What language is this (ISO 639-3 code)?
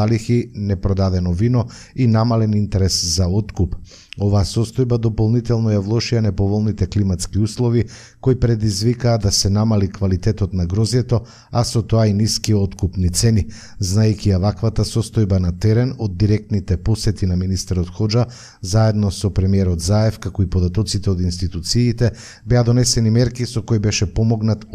mkd